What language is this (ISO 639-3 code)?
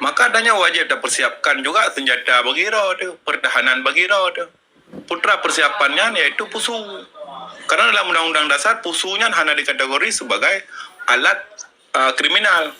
ace